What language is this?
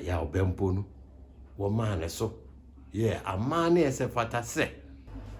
Akan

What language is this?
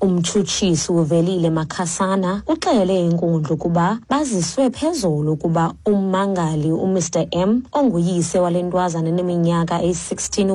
Xhosa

